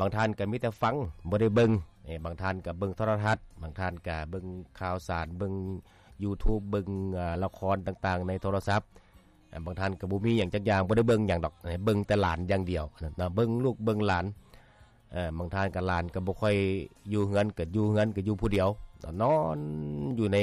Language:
Lao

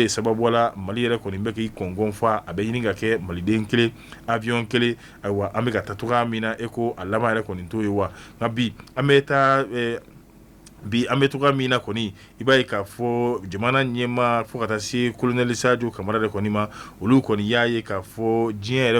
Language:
Bambara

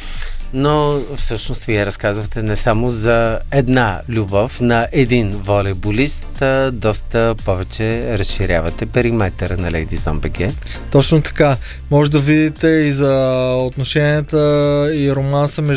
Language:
Bulgarian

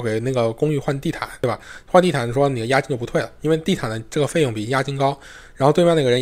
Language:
Chinese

